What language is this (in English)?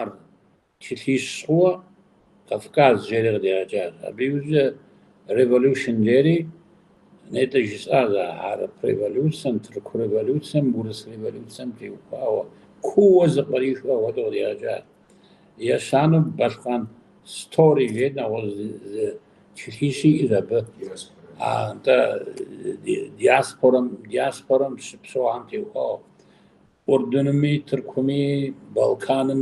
Kabardian